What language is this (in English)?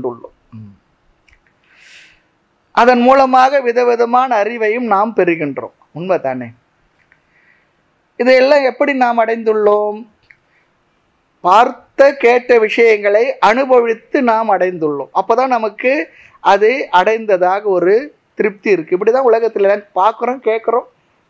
Tamil